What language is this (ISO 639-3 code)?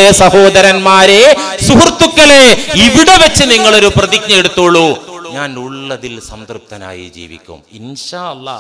mal